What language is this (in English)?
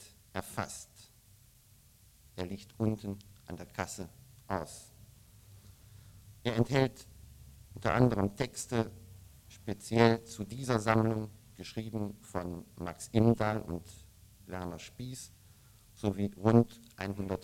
German